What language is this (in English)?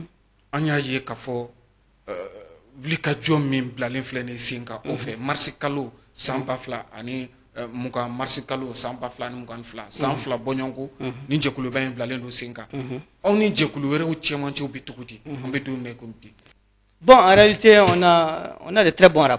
Bambara